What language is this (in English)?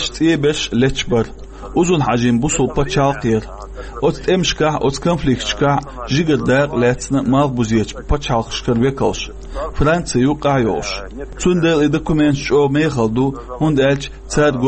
Chechen